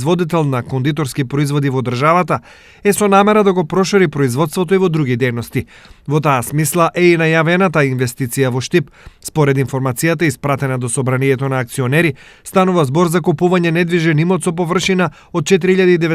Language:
Macedonian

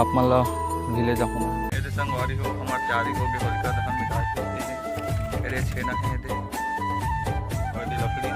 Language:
Chhattisgarhi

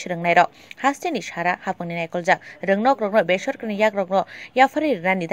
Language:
Kok Borok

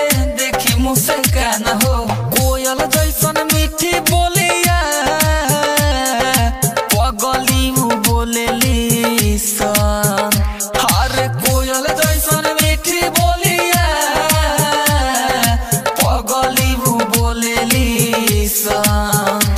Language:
Bhojpuri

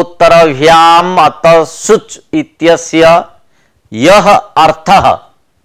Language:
Sanskrit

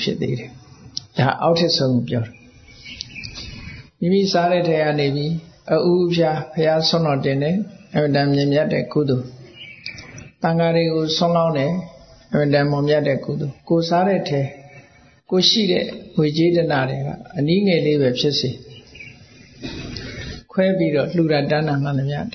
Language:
Burmese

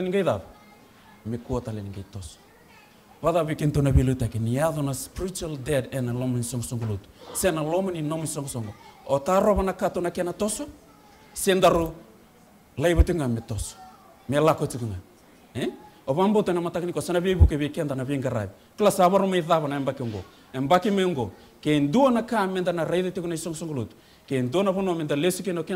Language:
Fijian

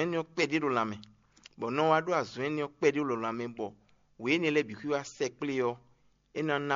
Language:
Fon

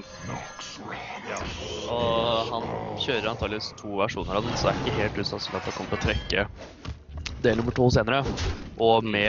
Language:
Norwegian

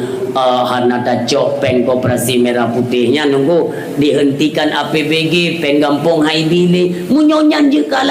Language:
Achinese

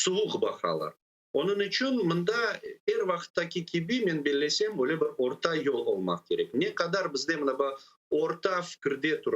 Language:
Crimean Tatar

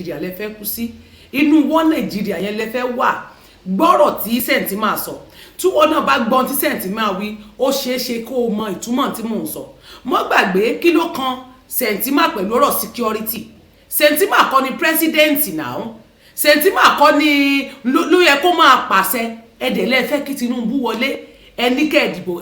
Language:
Yoruba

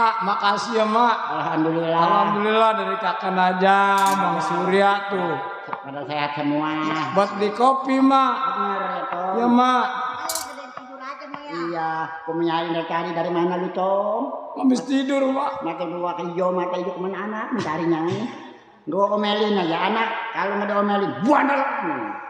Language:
Betawi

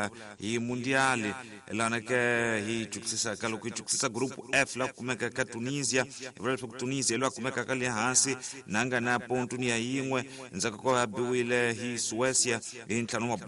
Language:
Tsonga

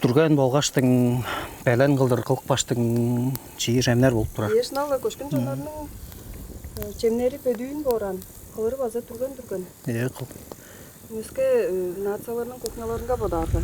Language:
Tuvinian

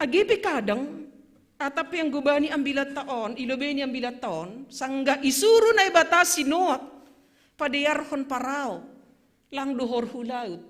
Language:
Batak Simalungun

